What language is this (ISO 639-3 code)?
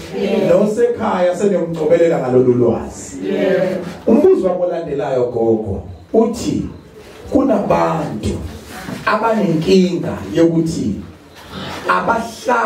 zul